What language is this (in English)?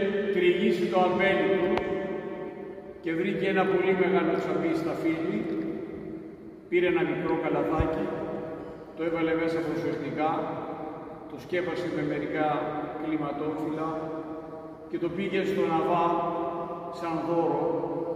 Greek